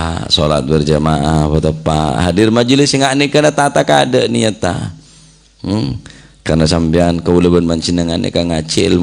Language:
Madurese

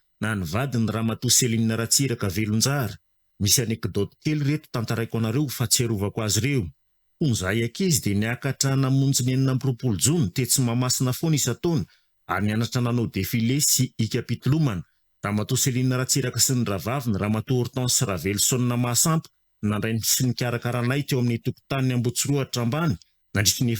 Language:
Malagasy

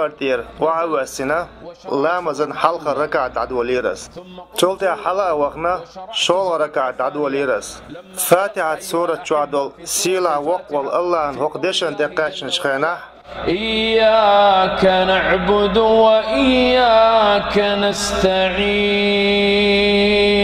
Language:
Chechen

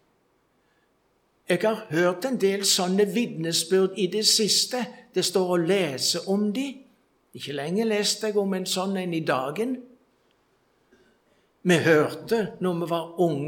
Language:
Norwegian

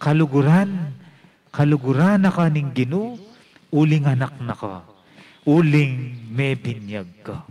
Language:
Pampanga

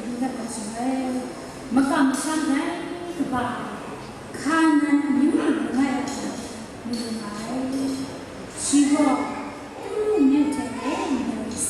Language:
Kachin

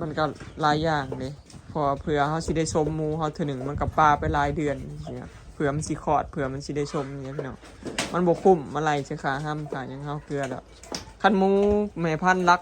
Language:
Northeastern Thai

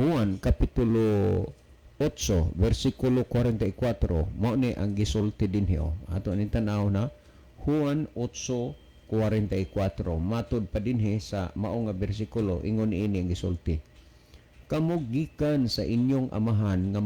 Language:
Cebuano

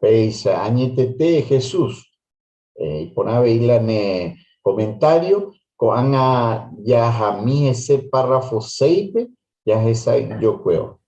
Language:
Guarani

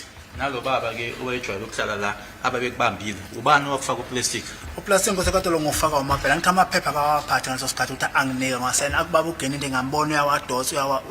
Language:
Zulu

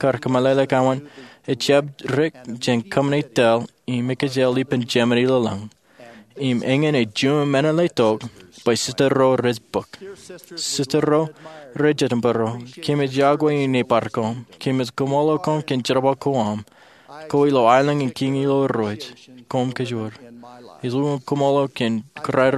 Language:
Marshallese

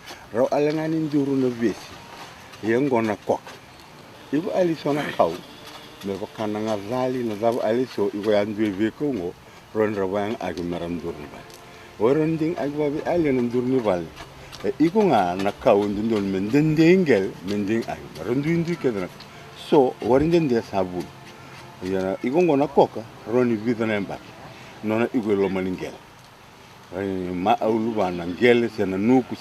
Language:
Fijian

